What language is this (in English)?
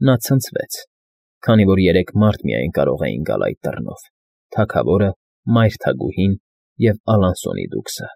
Armenian